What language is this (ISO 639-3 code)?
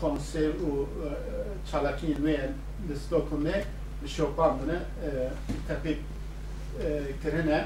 kur